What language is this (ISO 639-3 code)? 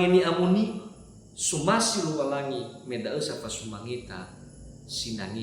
nia